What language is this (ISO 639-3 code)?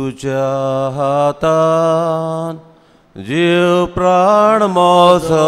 kok